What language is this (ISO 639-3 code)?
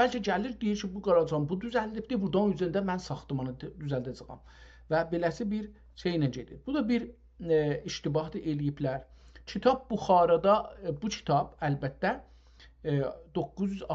azb